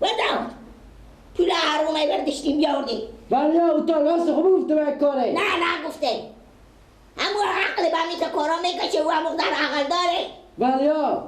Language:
Persian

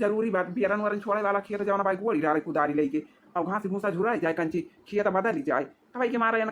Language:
Awadhi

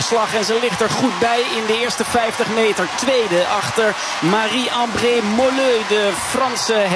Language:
Dutch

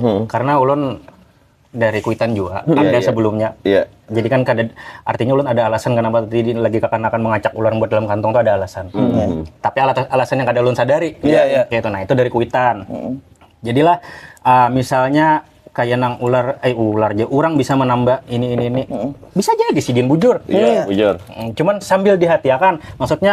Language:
Banjar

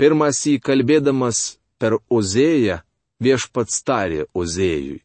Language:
Lithuanian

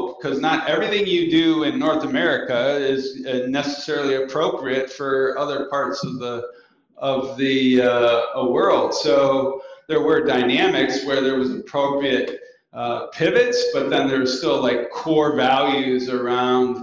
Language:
English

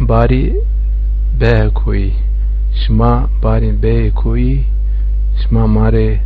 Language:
Zaza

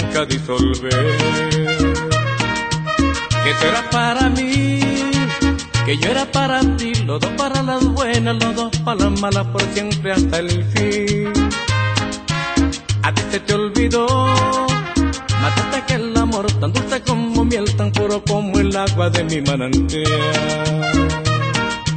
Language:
Spanish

